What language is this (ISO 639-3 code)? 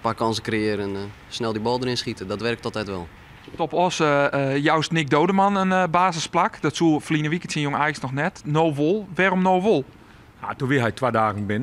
fry